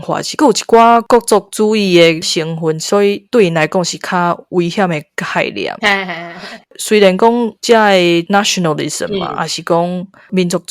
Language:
Min Nan Chinese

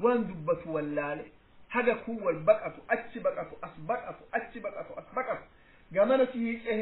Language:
Oromo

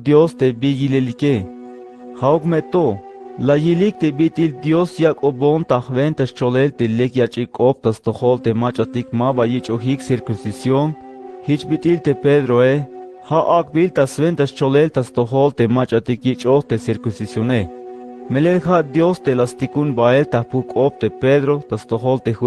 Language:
Tzeltal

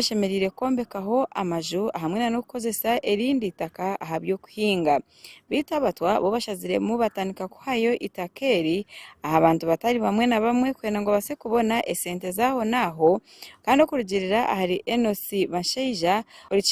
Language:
Nyankole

